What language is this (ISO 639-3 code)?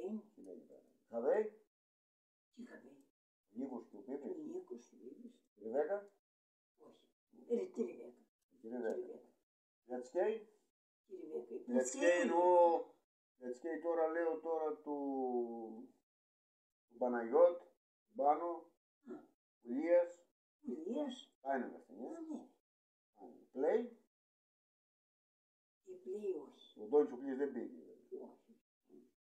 ell